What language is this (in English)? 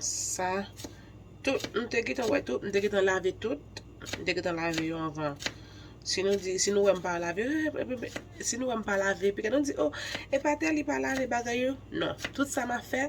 Haitian Creole